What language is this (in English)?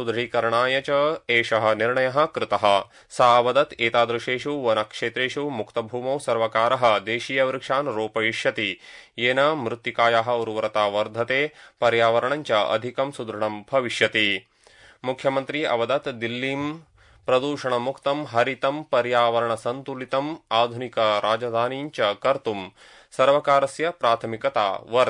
Sanskrit